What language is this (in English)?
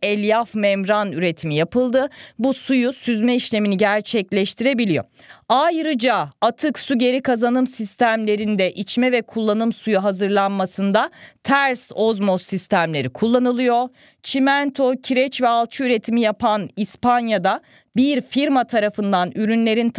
Turkish